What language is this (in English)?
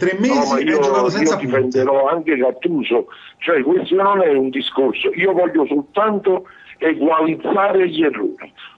Italian